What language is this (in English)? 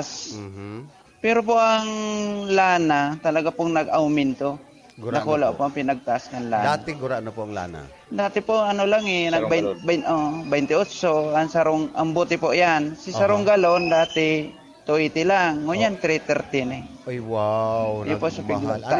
Bikol